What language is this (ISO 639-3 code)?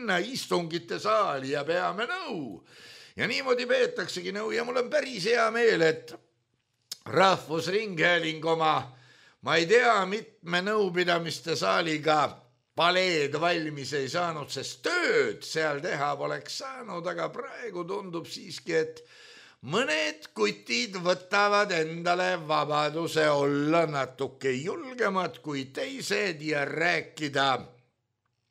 est